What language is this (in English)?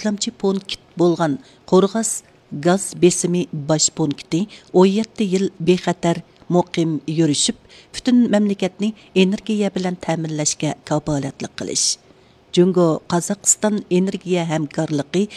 Uyghur